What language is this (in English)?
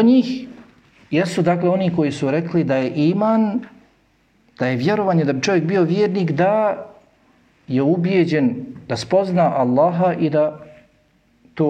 Bosnian